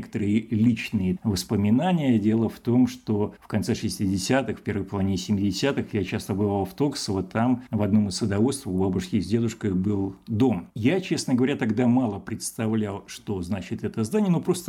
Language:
Russian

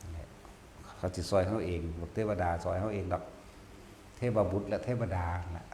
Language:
Northeastern Thai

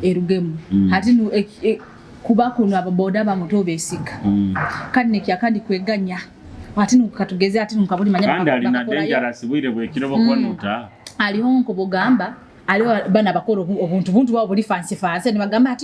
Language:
Nyoro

